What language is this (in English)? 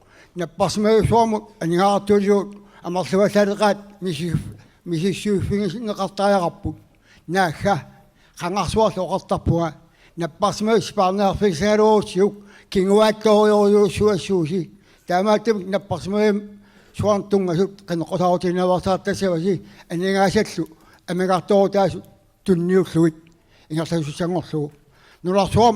Kalaallisut